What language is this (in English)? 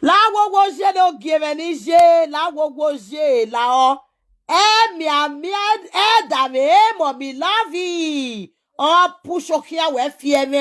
Nigerian Pidgin